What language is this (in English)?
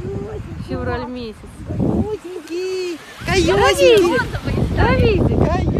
Russian